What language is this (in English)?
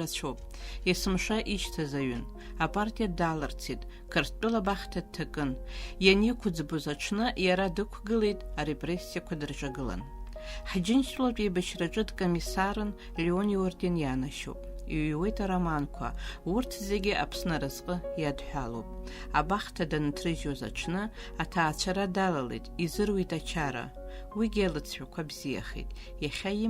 Abkhazian